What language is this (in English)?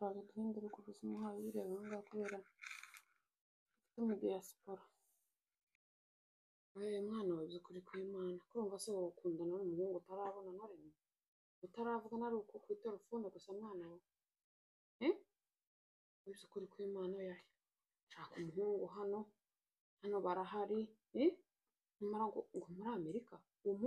Kinyarwanda